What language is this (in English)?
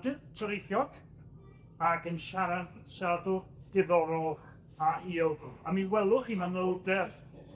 Welsh